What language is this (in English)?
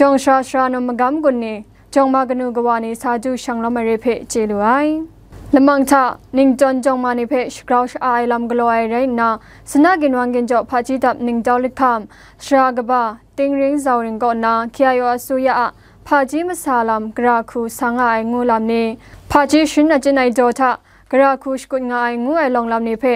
Kachin